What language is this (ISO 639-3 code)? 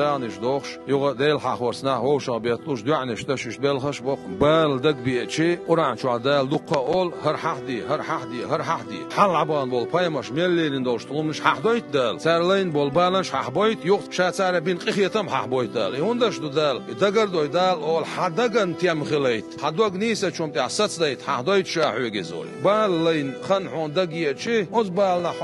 che